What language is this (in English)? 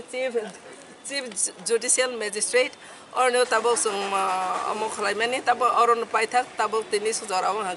Kok Borok